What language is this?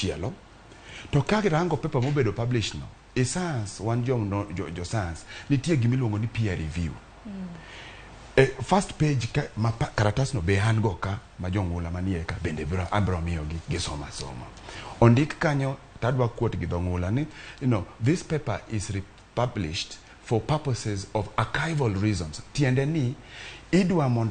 Luo (Kenya and Tanzania)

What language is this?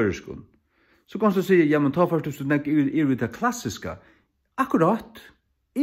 Faroese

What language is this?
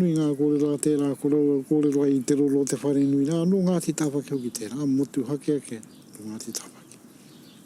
Māori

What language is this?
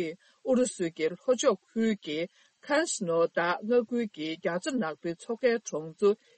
Tibetan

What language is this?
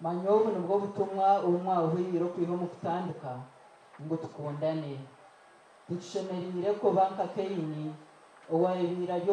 Nyankole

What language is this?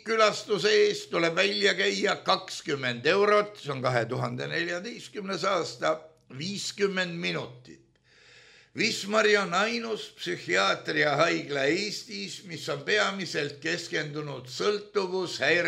Estonian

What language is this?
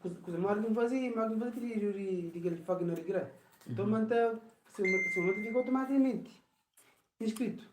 Kabuverdianu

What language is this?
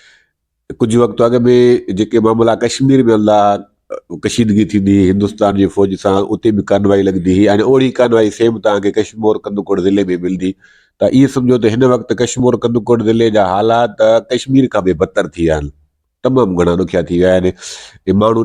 Sindhi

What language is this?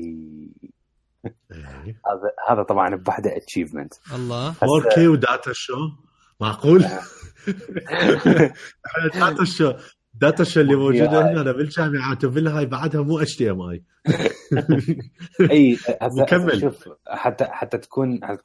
Mesopotamian Arabic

